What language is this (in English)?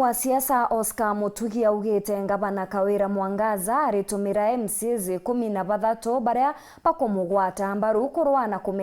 Meru